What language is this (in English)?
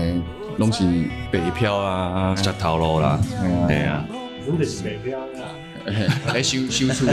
Min Nan Chinese